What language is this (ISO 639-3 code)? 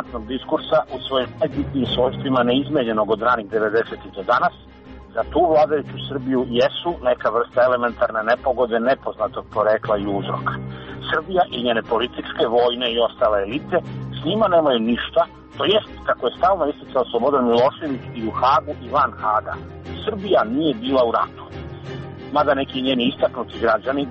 srp